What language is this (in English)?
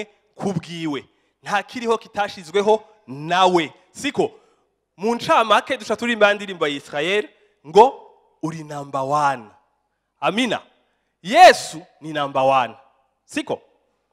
Rundi